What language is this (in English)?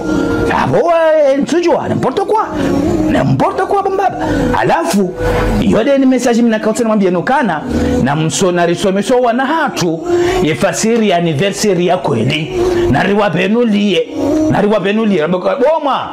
Ngazidja Comorian